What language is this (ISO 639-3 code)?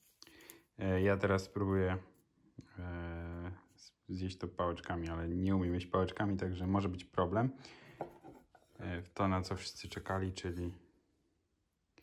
pol